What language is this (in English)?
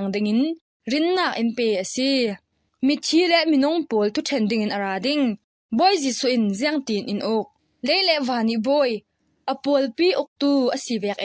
Falam Chin